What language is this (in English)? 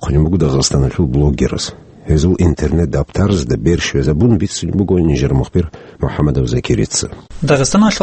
Avaric